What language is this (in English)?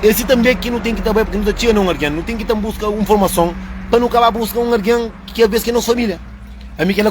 Kabuverdianu